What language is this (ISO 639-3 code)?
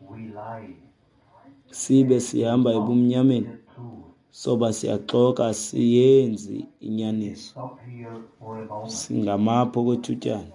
xho